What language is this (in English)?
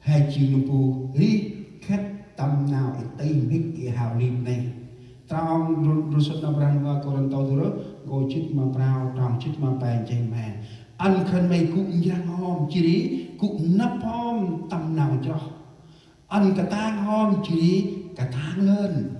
Central Mnong